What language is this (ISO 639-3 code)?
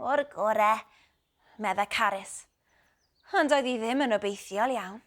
cym